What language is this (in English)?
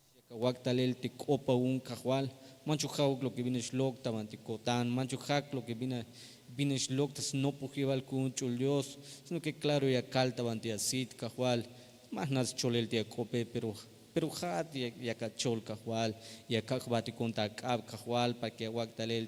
Tzeltal